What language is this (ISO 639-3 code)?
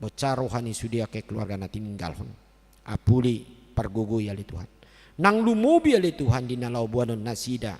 bbc